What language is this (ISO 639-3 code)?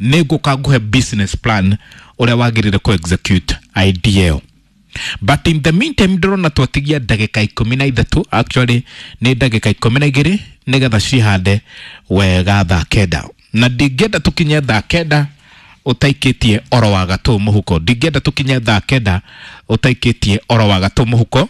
kik